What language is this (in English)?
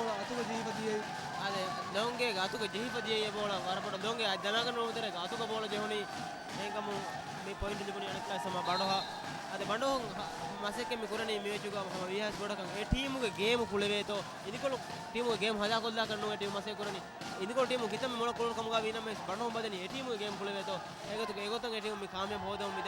Divehi